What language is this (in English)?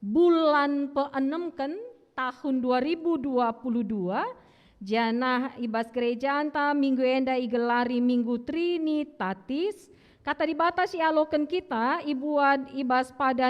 Batak Karo